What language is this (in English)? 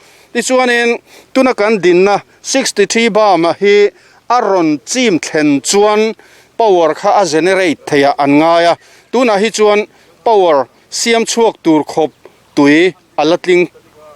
Mizo